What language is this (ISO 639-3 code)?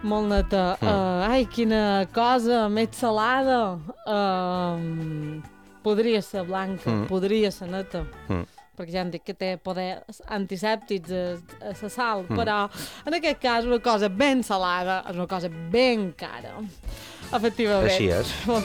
cat